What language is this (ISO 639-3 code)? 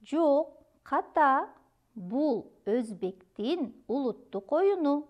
kir